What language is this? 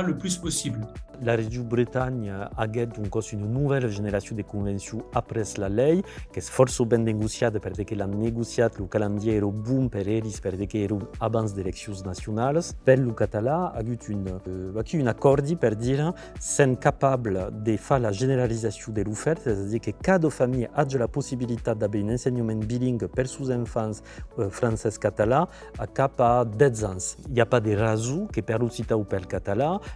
Occitan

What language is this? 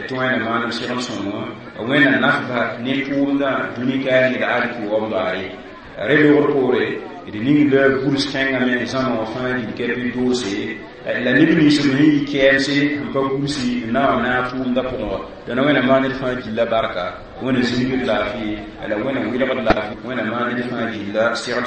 Mossi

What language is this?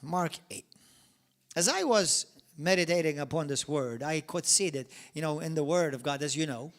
English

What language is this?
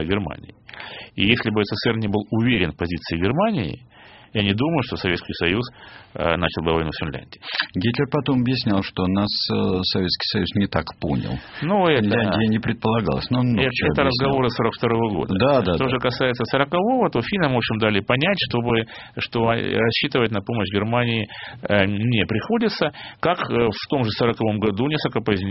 Russian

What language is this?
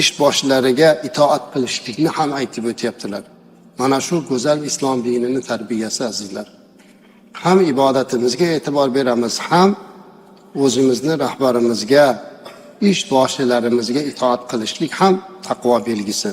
Uzbek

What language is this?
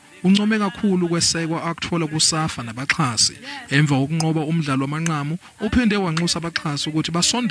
Zulu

